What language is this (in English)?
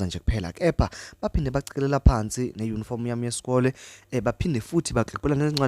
Zulu